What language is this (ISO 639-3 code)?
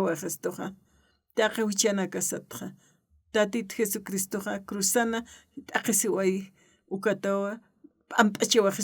aym